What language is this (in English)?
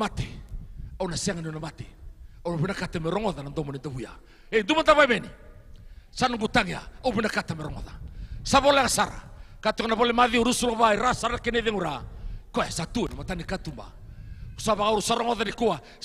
Fijian